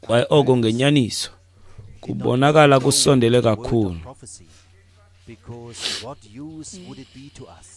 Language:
Xhosa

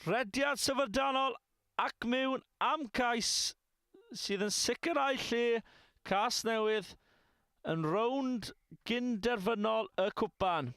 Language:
Welsh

